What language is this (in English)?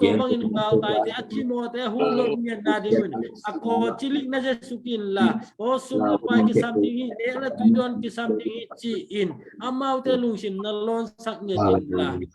Tedim Chin